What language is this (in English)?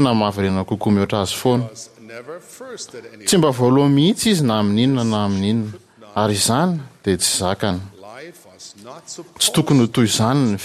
Malagasy